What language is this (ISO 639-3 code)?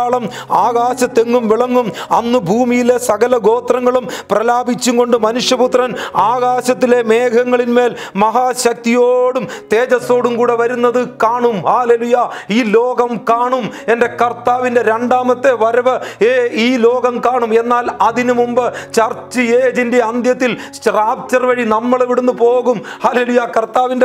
mal